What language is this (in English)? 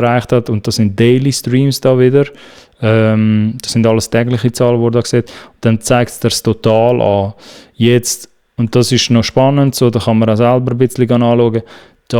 Swiss German